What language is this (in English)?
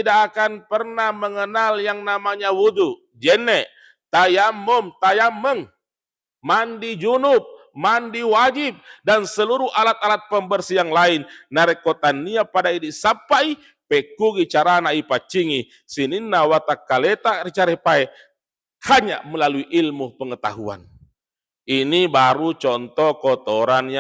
Buginese